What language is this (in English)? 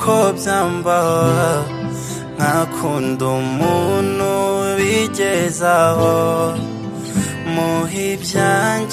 Kinyarwanda